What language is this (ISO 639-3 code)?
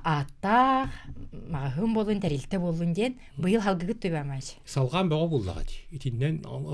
sah